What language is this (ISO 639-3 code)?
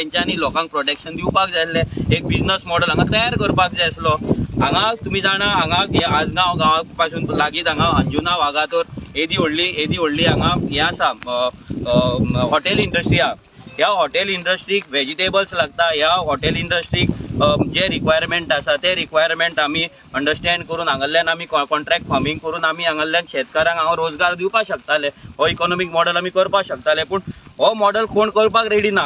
kok